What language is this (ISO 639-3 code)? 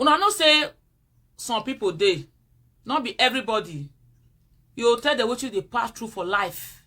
pcm